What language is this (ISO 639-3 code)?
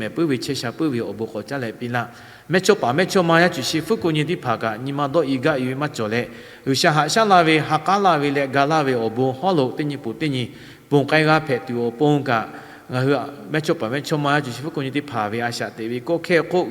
lhu